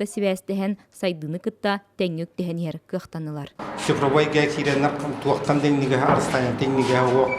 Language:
Yakut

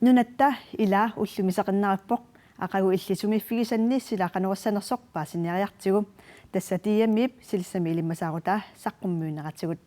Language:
Kalaallisut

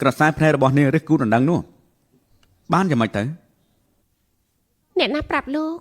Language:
Khmer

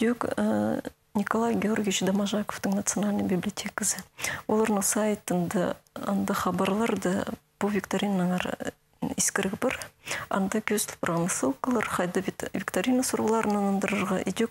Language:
Khakas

